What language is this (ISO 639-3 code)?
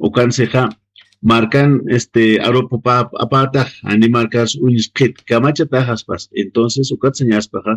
aym